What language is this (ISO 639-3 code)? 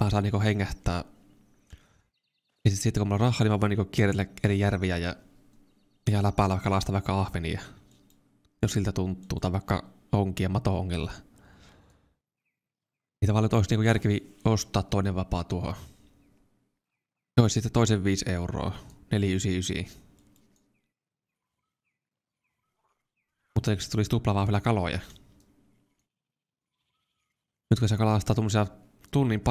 fin